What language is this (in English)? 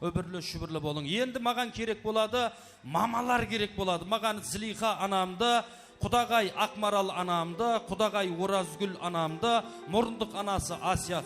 Kara-Kalpak